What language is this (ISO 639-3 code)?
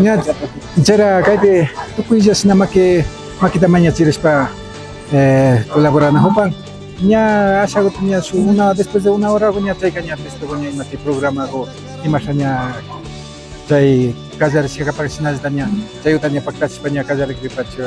qvi